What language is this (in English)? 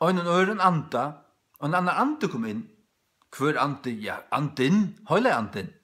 Faroese